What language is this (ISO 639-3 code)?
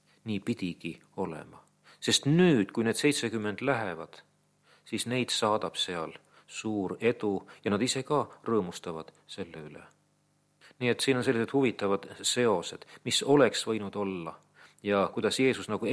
est